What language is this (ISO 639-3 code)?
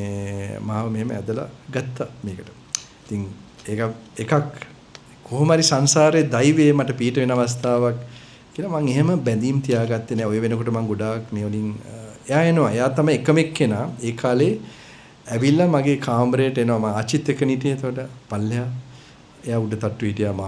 sin